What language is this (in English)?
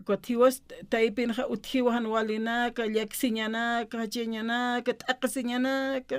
Aymara